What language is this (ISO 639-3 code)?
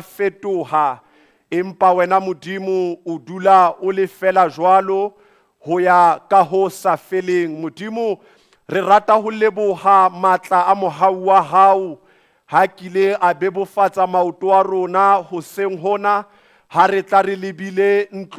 sot